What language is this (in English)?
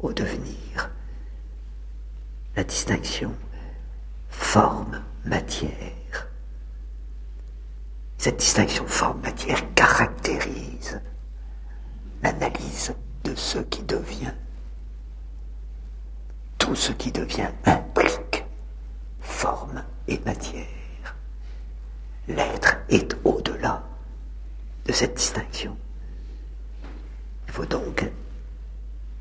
French